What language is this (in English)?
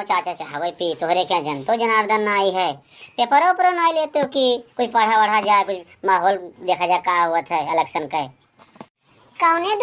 Awadhi